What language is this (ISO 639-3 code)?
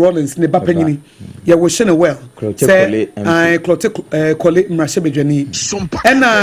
aka